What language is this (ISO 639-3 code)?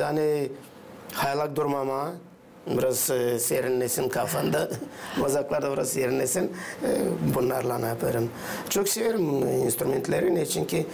gag